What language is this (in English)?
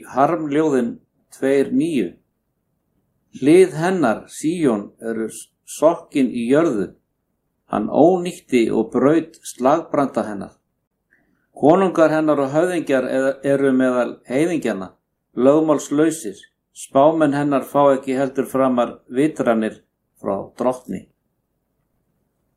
Icelandic